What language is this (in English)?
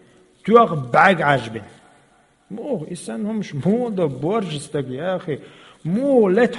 Chechen